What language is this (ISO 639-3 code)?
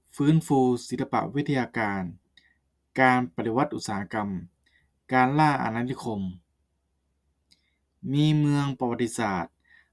lao